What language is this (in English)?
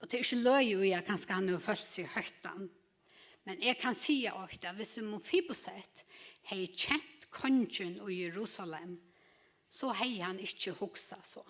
Faroese